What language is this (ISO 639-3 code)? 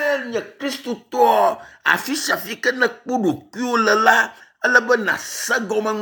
ewe